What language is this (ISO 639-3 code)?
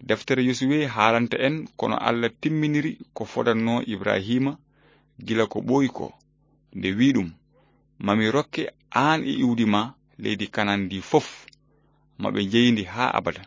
ful